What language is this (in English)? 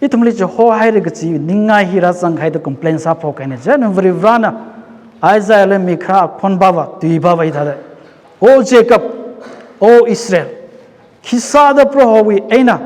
Tangkhul Naga (India)